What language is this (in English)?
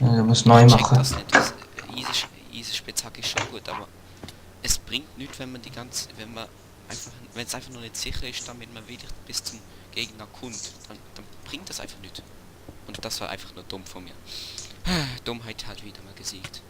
Swiss German